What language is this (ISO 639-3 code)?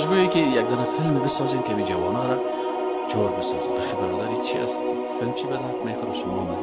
fas